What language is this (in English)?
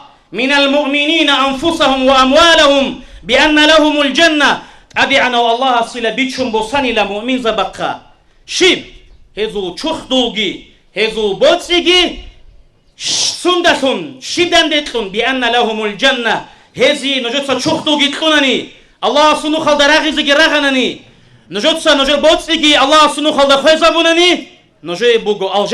Avaric